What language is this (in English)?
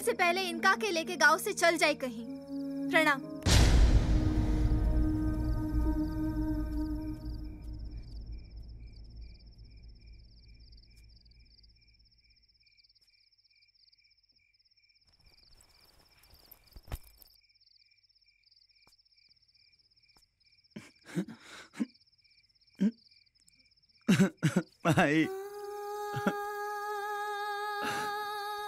Bhojpuri